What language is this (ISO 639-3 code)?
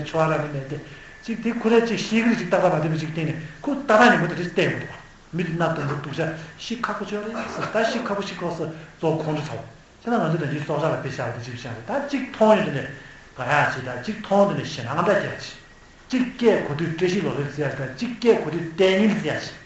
bod